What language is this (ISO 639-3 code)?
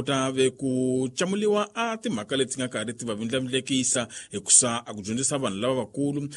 tso